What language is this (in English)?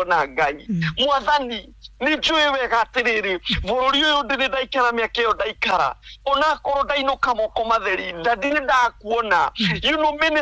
Kikuyu